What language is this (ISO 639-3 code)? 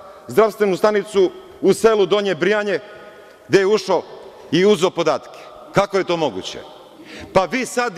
srp